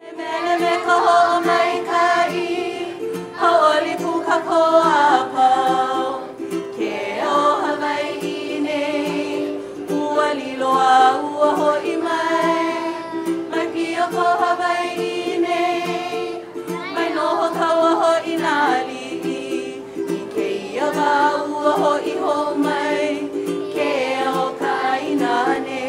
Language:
Hawaiian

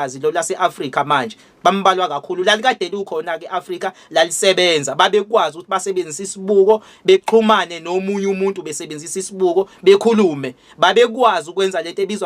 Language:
Zulu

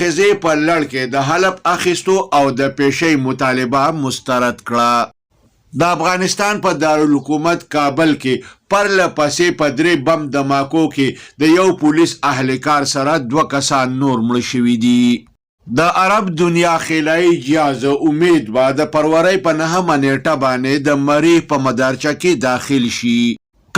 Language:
Pashto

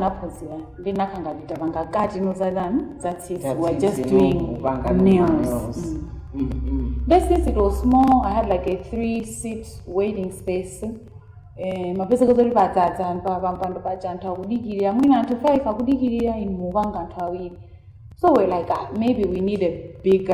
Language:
Nyanja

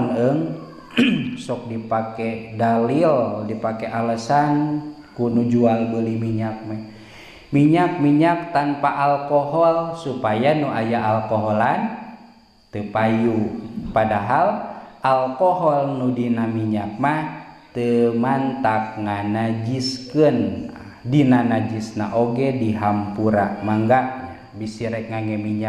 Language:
Sundanese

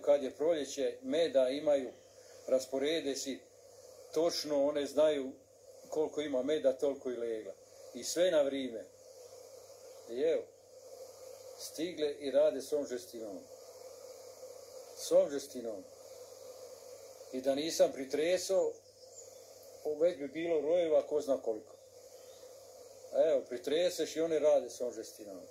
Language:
Croatian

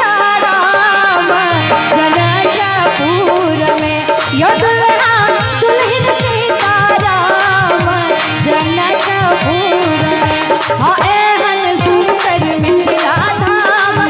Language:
Maithili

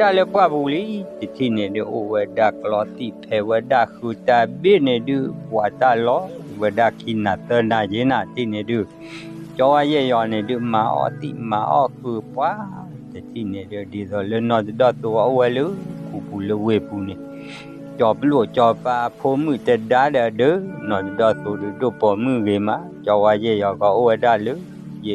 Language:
S'gaw Karen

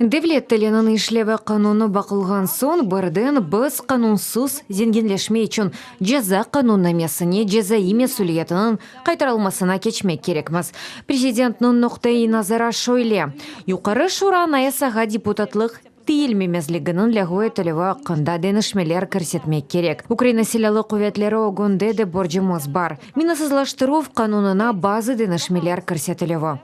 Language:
Crimean Tatar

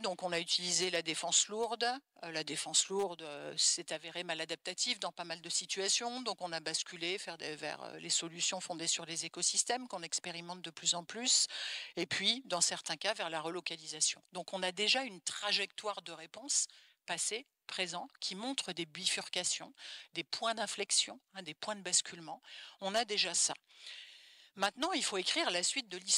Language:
French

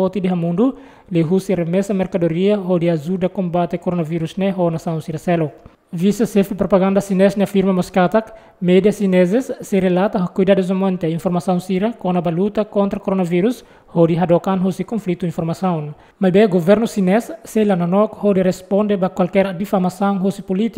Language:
Tetum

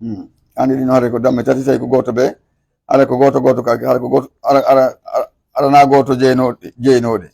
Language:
Pular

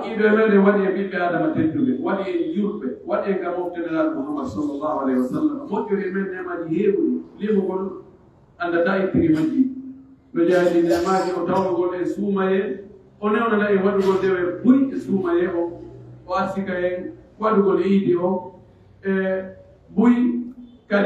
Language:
Pular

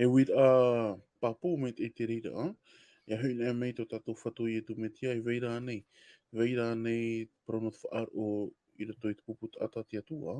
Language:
Tahitian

